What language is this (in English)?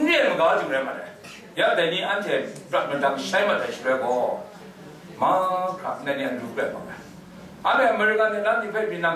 Kachin